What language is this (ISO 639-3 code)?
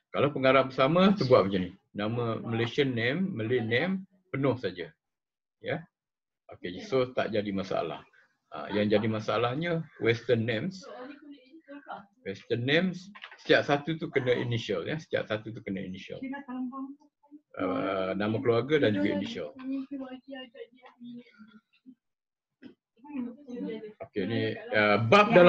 msa